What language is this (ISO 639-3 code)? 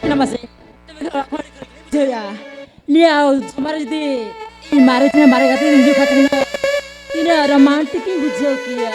sat